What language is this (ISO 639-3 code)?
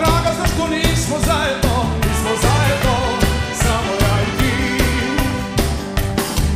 hrv